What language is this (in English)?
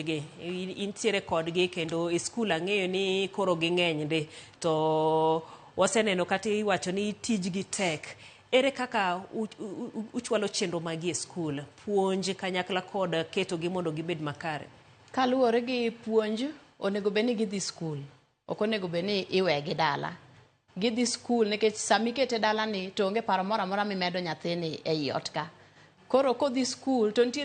Luo (Kenya and Tanzania)